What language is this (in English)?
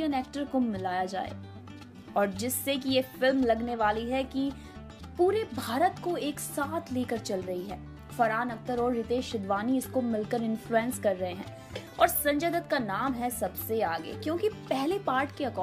Hindi